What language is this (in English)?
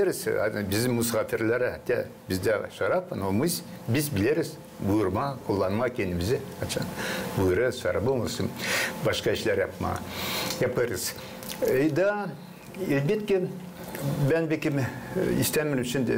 Gagauz